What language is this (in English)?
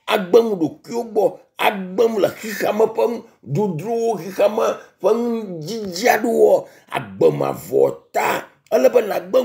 Ewe